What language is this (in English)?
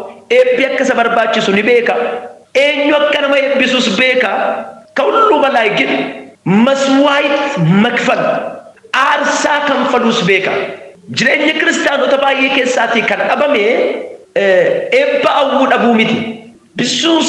Oromo